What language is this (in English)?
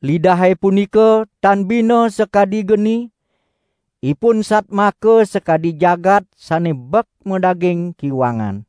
Balinese